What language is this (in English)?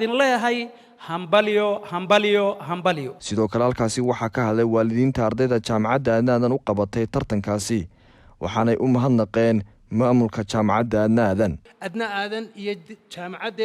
Somali